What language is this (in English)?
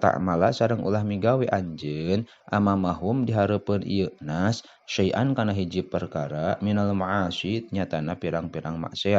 Sundanese